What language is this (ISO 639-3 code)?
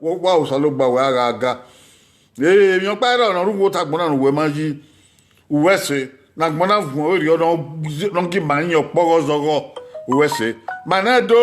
bin